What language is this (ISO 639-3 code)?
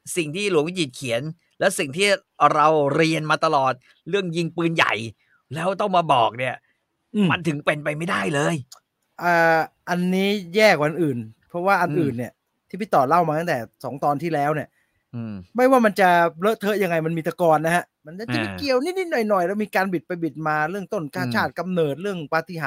tha